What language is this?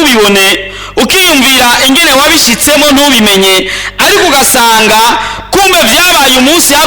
Rundi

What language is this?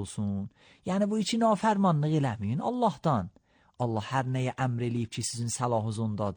Azerbaijani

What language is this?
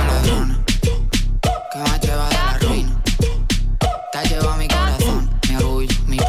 Spanish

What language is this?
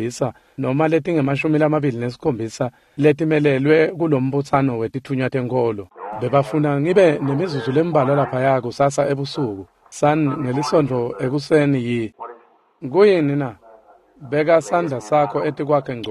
Swati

